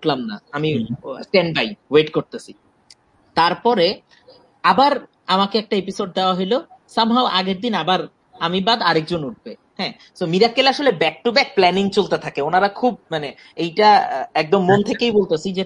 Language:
Bangla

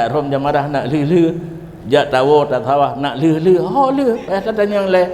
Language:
Achinese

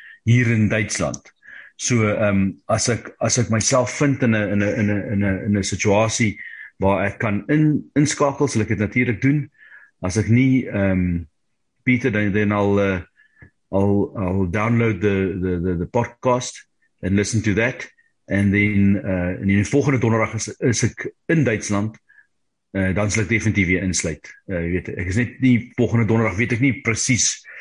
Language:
Afrikaans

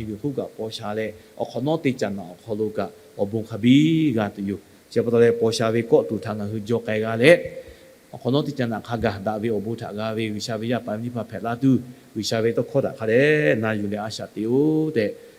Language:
Lahu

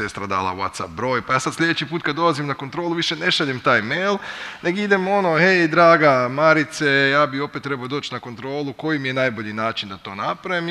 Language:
Croatian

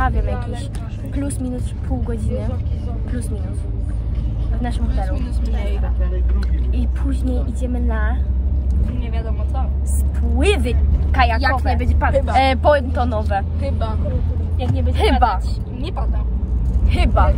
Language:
Polish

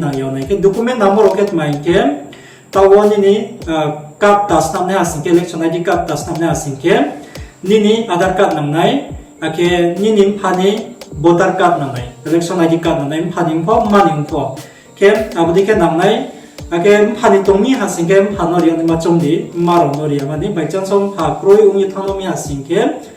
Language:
Riang (India)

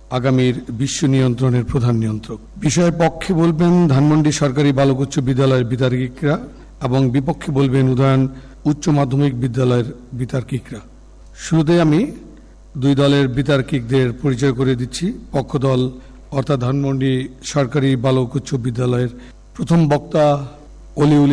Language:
Bangla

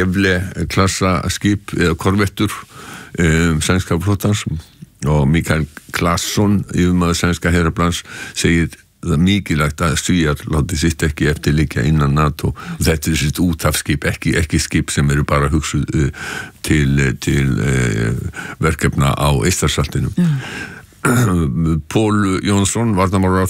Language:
Icelandic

